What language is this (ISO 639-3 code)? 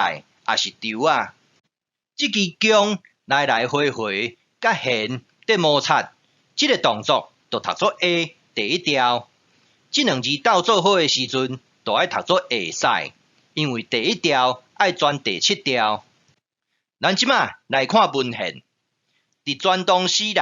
nan